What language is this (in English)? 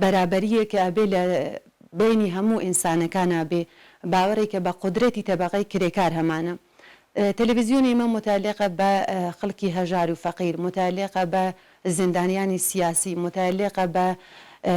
Central Kurdish